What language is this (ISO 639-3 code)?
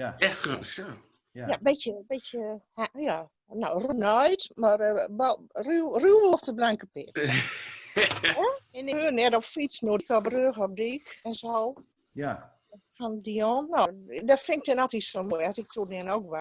gos